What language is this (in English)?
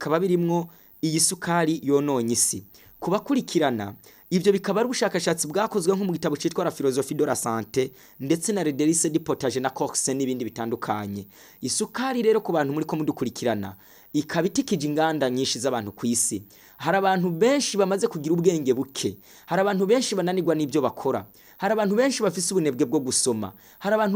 Rundi